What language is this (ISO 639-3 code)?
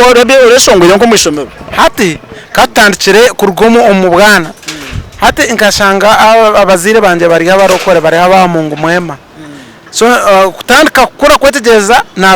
nyn